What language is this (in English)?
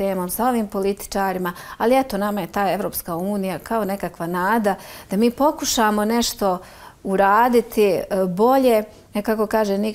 Bosnian